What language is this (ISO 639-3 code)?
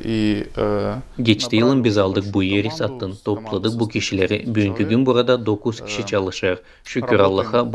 gag